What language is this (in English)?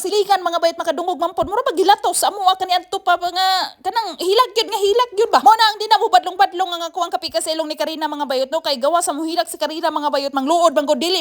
Cebuano